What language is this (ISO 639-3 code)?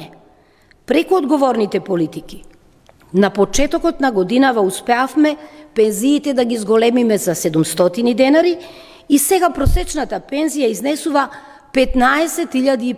mkd